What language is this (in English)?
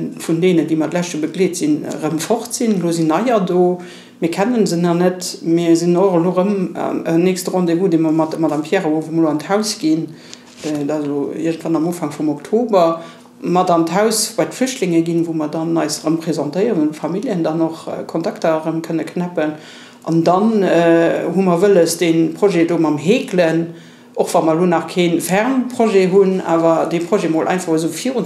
Luxembourgish